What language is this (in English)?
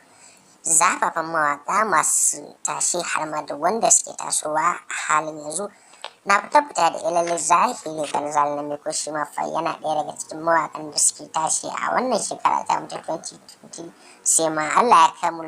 Hausa